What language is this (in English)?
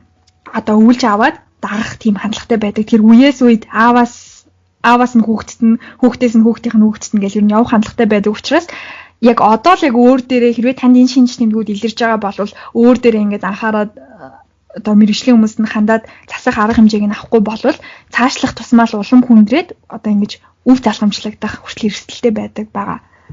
Mongolian